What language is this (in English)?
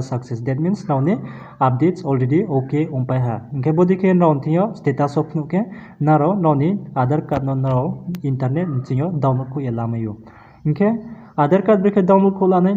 Riang (India)